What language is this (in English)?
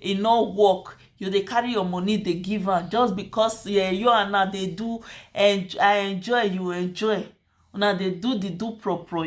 Nigerian Pidgin